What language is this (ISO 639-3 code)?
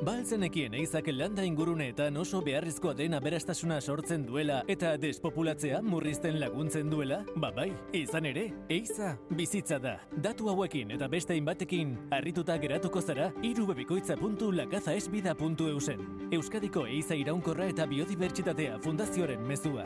eus